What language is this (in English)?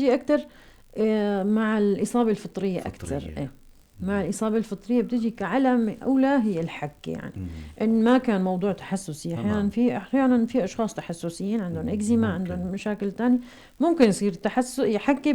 North Levantine Arabic